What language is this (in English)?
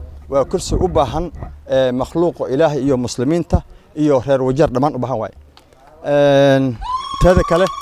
Somali